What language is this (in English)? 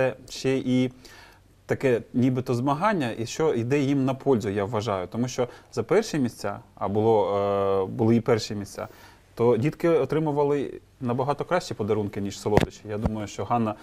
Ukrainian